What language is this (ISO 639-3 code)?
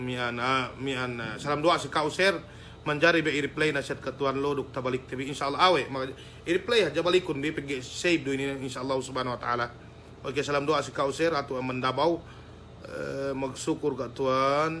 yka